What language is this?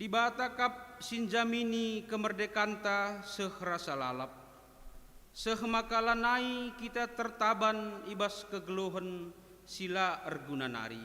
Batak Karo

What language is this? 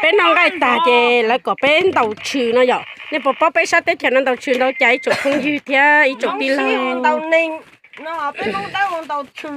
Hmong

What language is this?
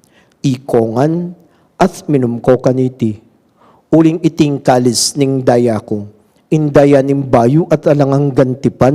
Pampanga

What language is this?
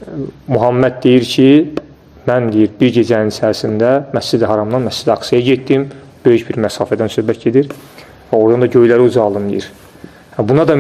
Azerbaijani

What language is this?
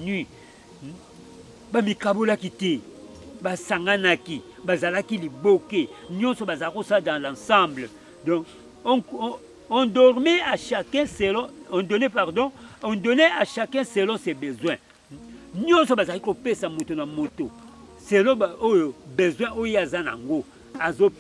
Lingala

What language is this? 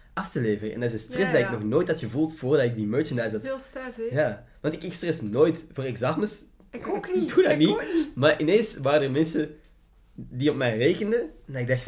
Dutch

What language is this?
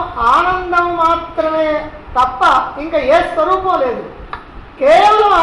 Telugu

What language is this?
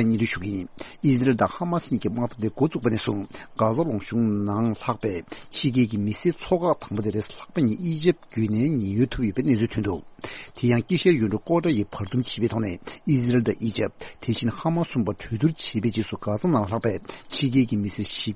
Tibetan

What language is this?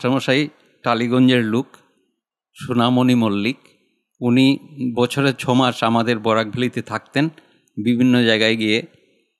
Bangla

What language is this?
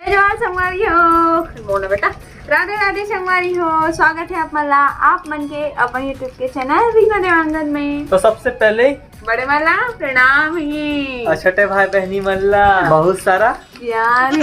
Chhattisgarhi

